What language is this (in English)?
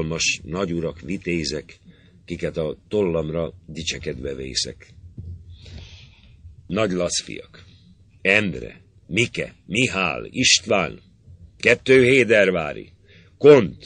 Hungarian